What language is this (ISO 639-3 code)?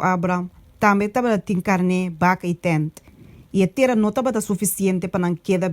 pap